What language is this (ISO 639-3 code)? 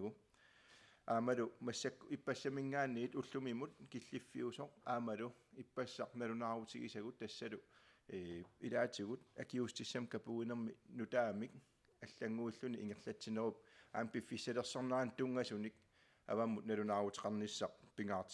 kal